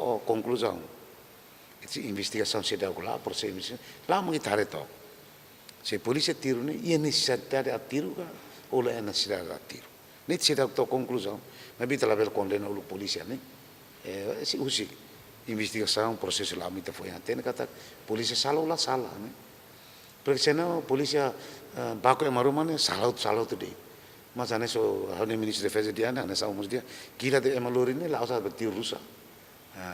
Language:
Tetum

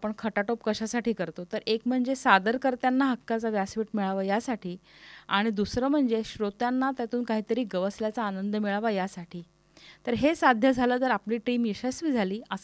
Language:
Marathi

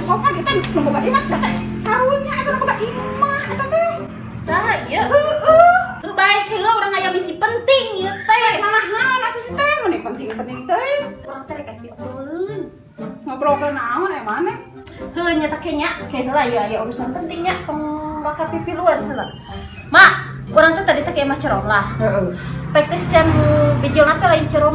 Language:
Sundanese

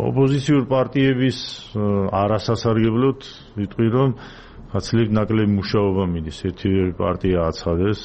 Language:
Georgian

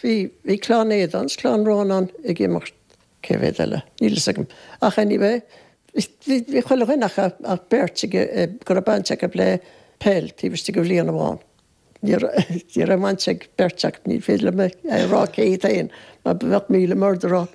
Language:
Irish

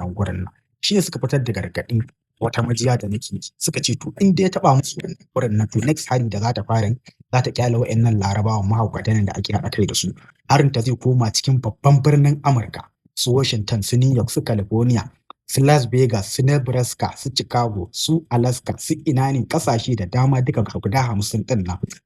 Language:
Hausa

